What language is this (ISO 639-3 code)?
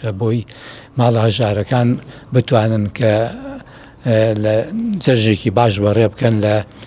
ckb